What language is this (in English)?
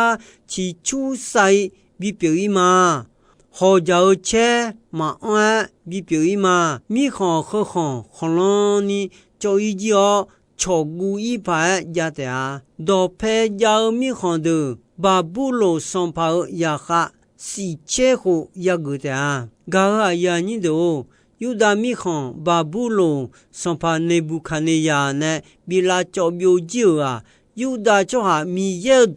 Akha